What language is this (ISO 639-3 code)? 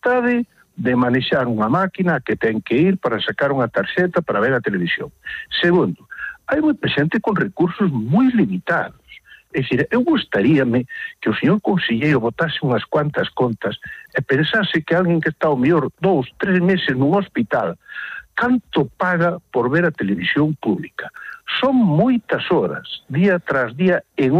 glg